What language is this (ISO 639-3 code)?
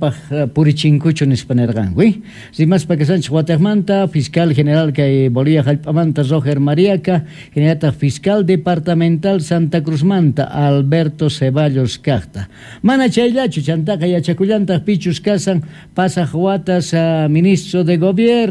quh